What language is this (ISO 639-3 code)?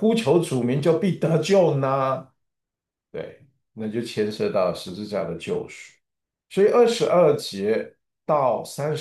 zho